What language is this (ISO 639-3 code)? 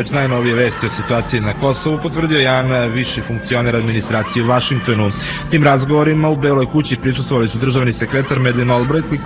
srp